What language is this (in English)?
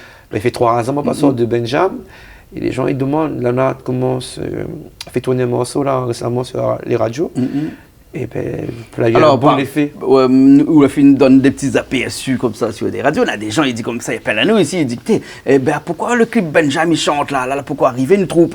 Réunion Creole French